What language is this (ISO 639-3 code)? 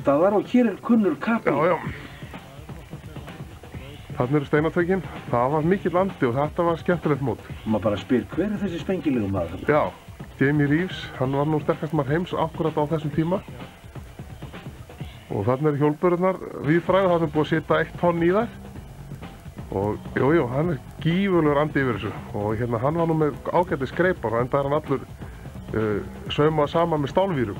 isl